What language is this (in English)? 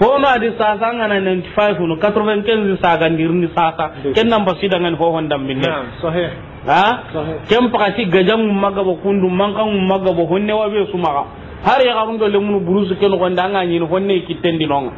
Soninke